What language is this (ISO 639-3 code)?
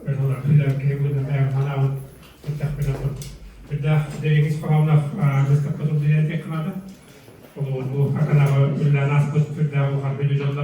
sah